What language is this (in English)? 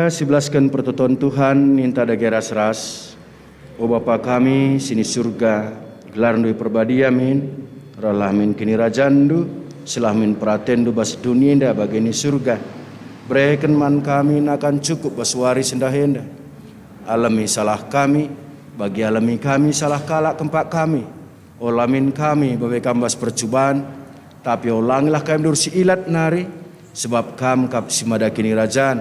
Batak Karo